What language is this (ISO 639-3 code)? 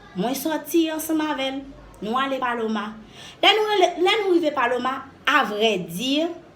hat